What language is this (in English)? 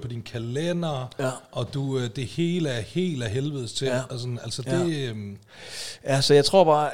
Danish